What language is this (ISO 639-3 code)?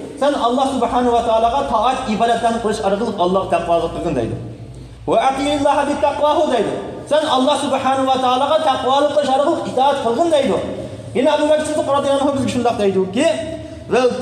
uig